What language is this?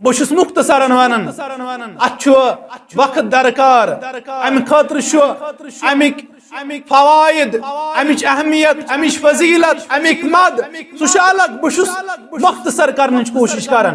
Kashmiri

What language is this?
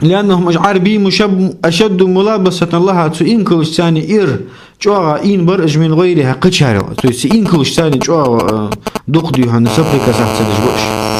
Ingush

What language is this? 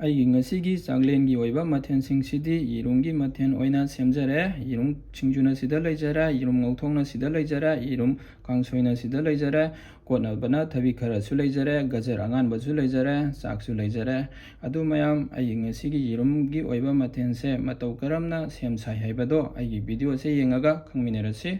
Manipuri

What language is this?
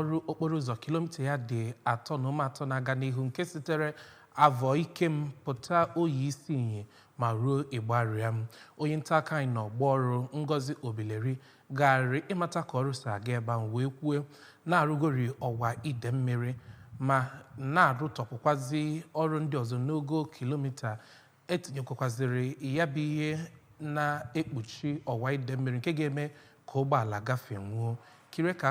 Igbo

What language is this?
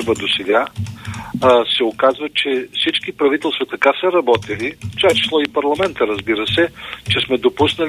Bulgarian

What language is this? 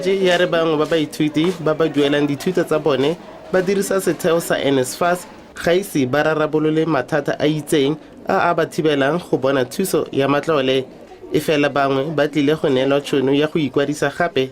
Tswana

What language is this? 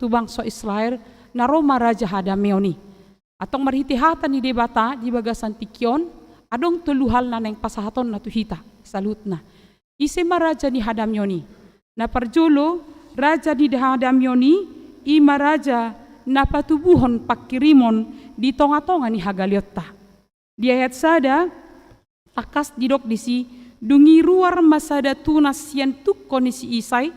Batak Toba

